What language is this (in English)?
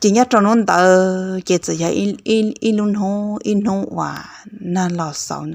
Hmong